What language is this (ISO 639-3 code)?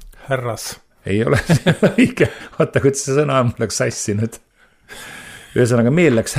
est